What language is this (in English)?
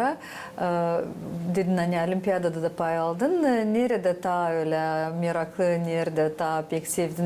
Gagauz